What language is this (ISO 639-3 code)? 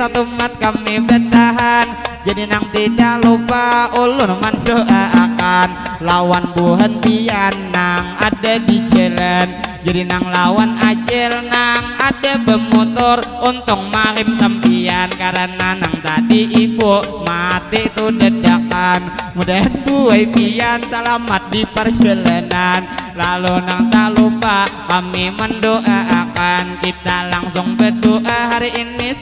bjn